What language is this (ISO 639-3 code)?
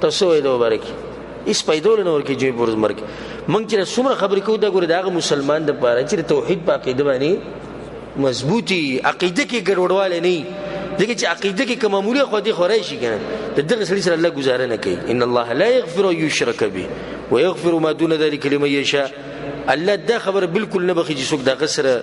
pus